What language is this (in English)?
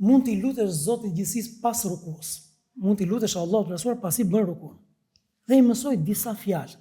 Albanian